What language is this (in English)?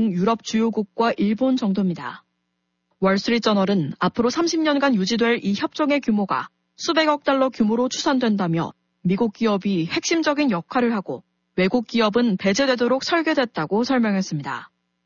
Korean